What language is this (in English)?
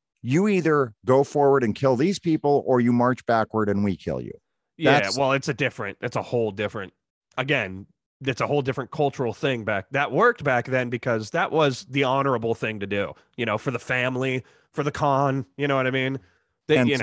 English